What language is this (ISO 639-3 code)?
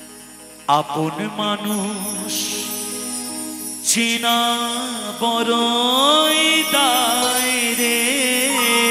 ben